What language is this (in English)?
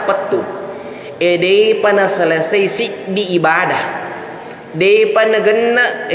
Buginese